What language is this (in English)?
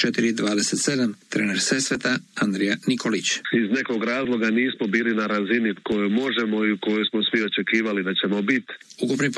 Croatian